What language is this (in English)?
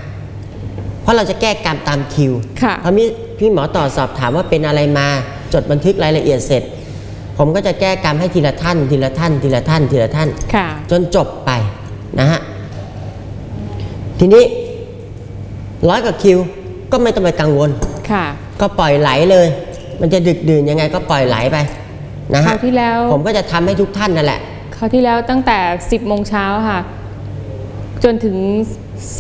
Thai